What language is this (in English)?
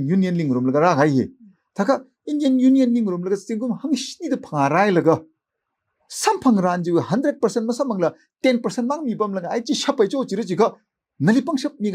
Tangkhul Naga (India)